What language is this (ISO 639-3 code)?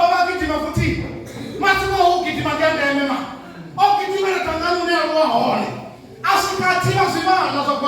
ven